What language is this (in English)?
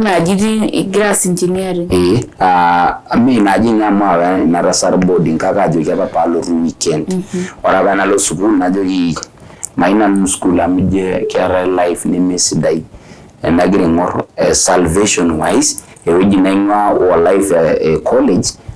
Masai